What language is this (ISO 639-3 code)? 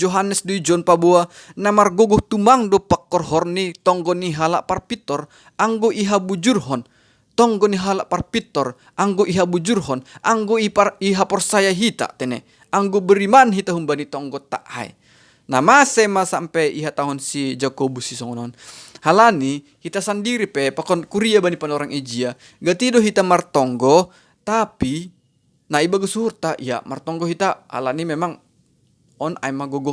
bts